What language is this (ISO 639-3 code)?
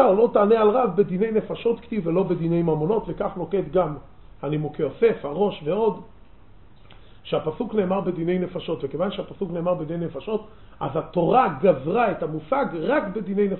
heb